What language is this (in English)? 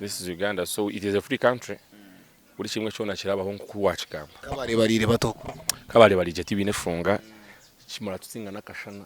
Nyankole